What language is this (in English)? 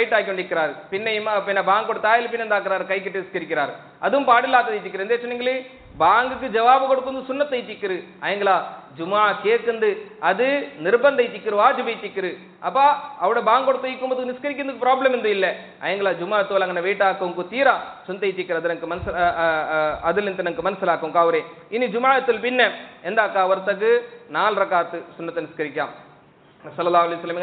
Malayalam